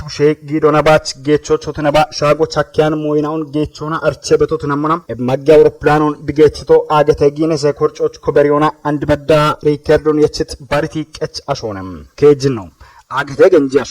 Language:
Kafa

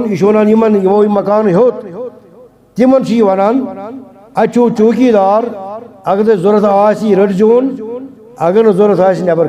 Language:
Kashmiri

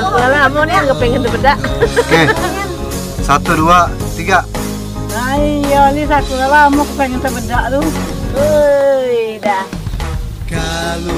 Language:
Musi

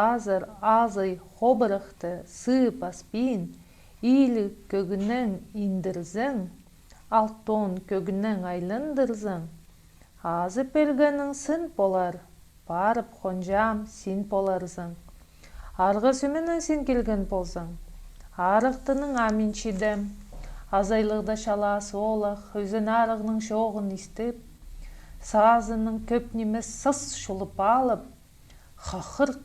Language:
Khakas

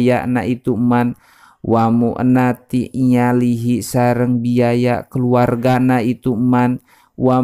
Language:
Sundanese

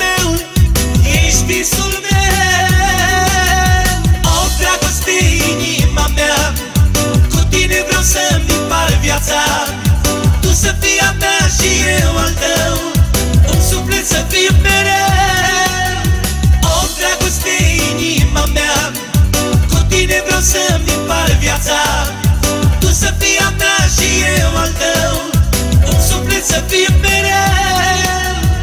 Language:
Romanian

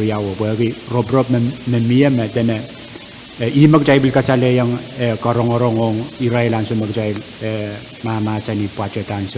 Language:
Pohnpeian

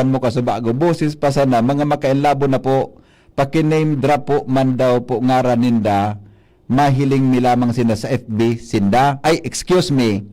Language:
Bikol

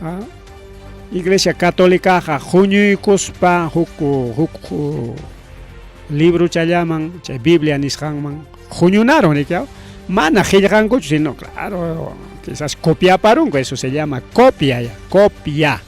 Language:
Ayacucho Quechua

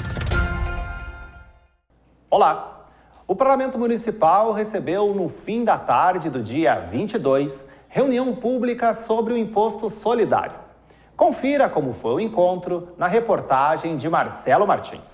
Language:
Portuguese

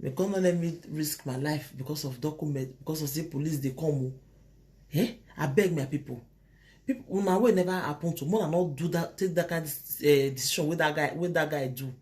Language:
Nigerian Pidgin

